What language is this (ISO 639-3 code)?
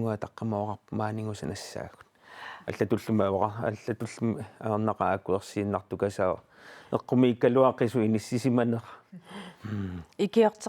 kal